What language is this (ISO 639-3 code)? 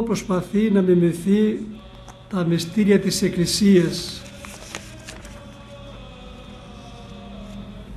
ell